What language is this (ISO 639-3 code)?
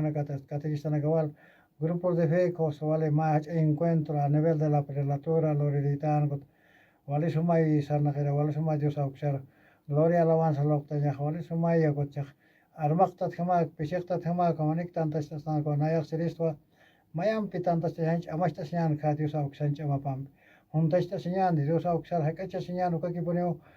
aym